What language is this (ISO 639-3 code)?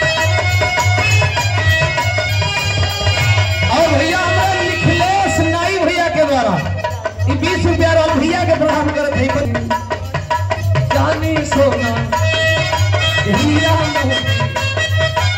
bho